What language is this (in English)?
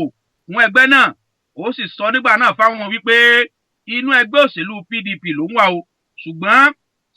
Yoruba